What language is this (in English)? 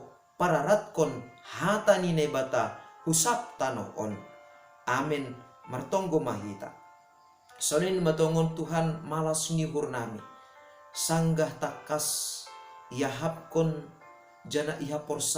Batak Simalungun